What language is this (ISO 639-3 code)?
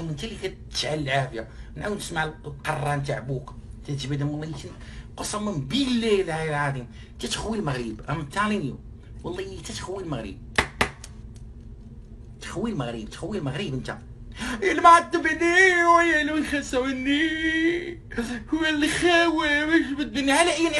ary